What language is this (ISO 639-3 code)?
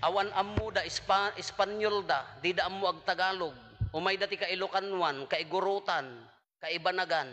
ilo